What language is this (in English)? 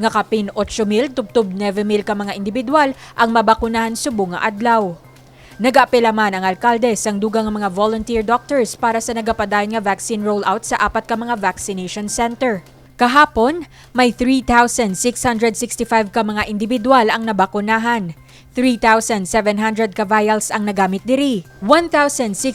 Hiligaynon